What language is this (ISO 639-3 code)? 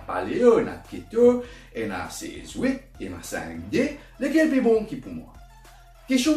mfe